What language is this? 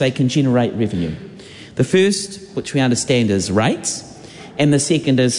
English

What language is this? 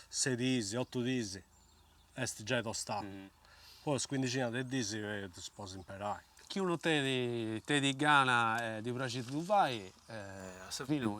Sardinian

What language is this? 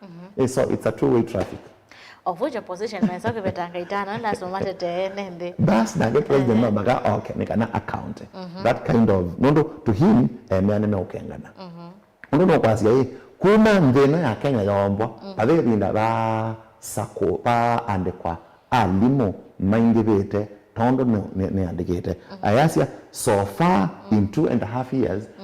Kamba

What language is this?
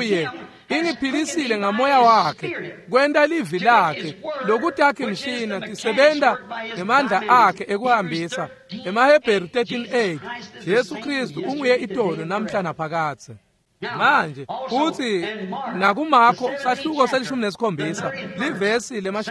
Swati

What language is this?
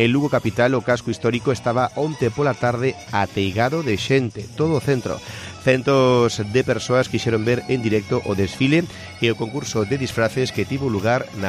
Galician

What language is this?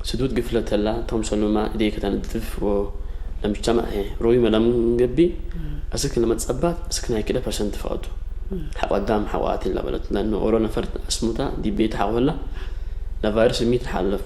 Tigre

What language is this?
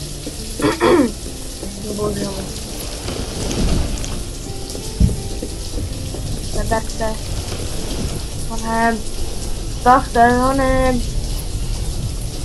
Czech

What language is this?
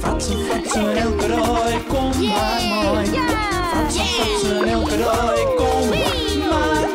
Western Frisian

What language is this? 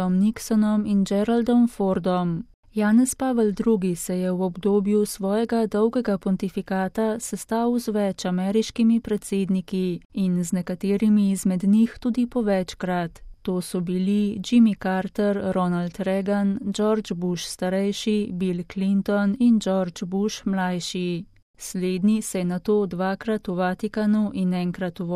Slovenian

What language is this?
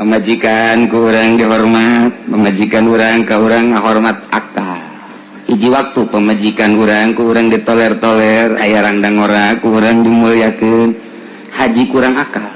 Sundanese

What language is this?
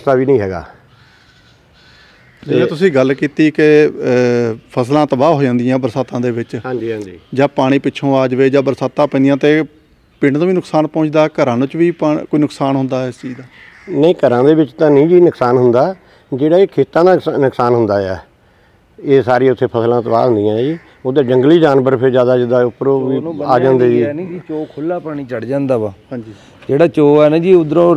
Punjabi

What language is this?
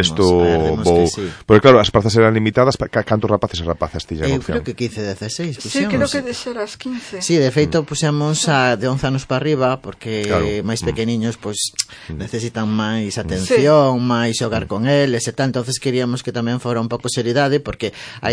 Galician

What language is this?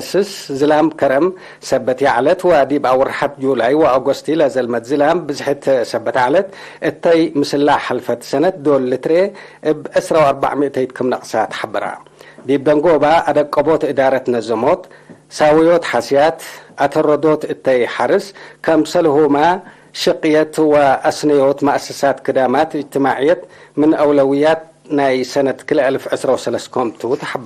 Tigre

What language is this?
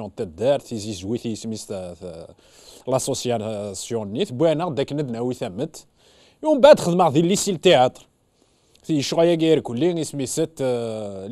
Kabyle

